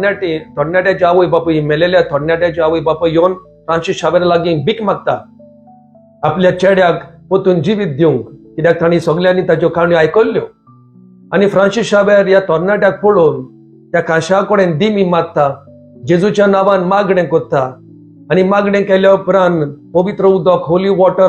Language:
Konkani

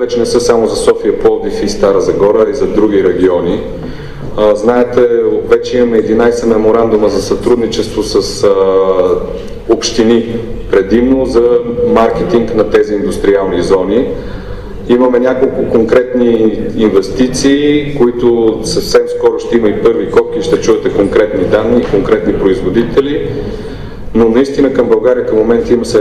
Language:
Bulgarian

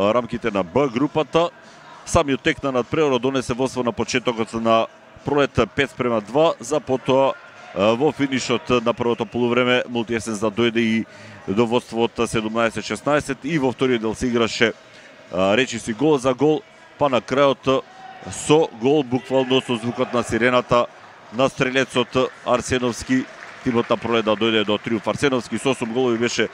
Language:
Macedonian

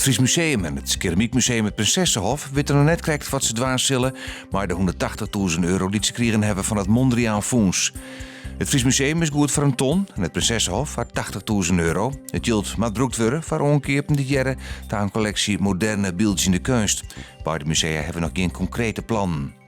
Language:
Western Frisian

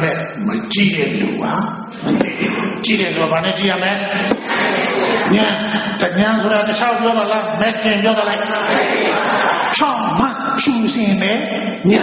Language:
Burmese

